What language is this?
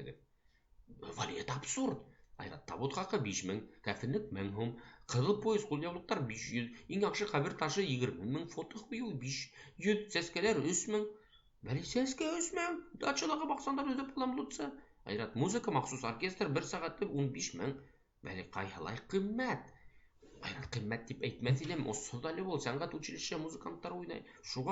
Bashkir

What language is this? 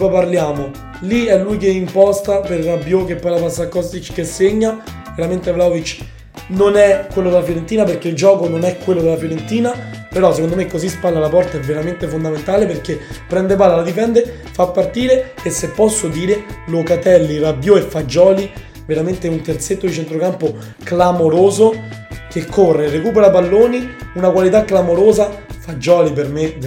Italian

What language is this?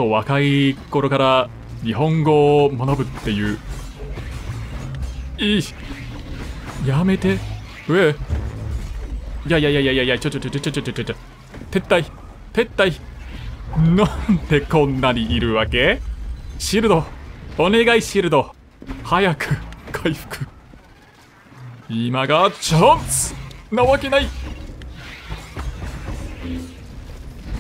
Japanese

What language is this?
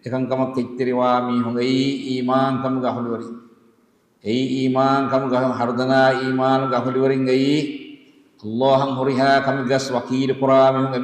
Divehi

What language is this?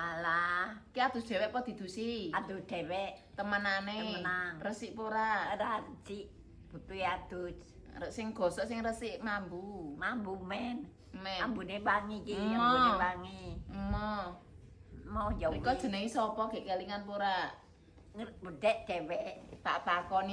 Javanese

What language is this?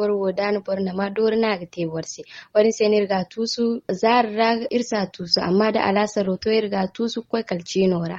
Zarma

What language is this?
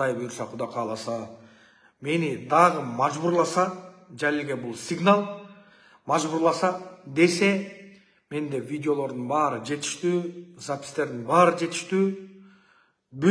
Kyrgyz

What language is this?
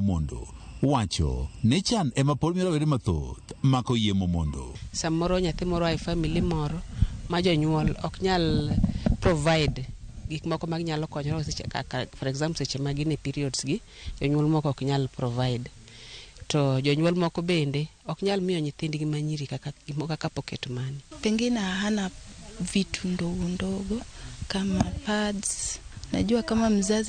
Luo (Kenya and Tanzania)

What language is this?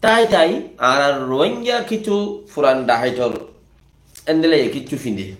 Rohingya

